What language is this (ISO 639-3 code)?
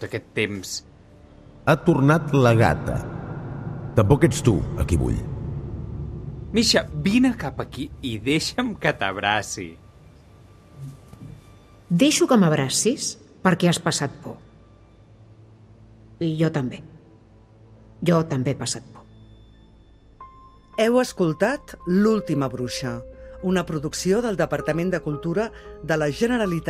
cat